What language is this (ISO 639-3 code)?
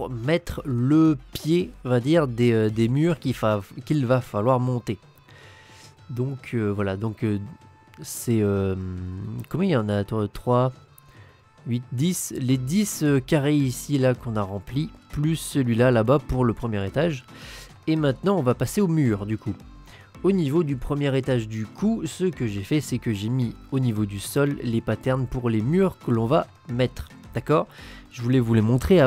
fra